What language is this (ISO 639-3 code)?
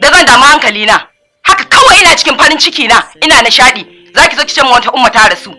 hau